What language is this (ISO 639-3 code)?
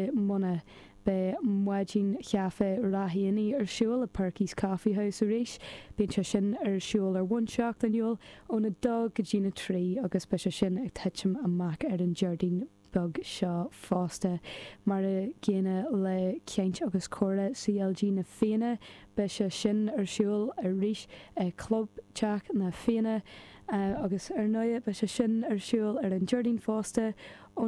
gle